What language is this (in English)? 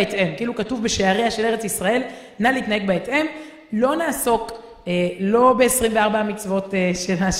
Hebrew